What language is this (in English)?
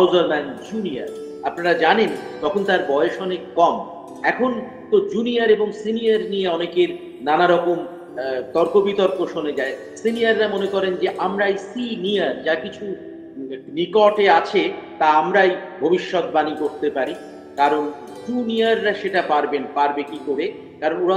Bangla